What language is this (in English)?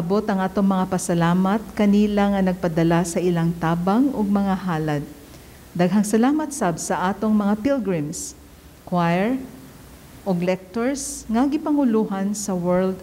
Cebuano